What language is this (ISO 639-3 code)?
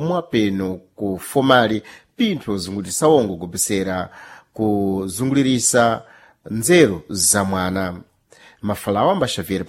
seh